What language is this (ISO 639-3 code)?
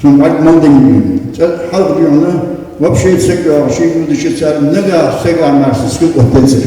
inh